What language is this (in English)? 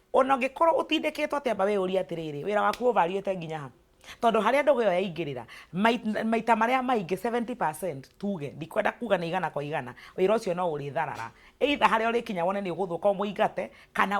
Kikuyu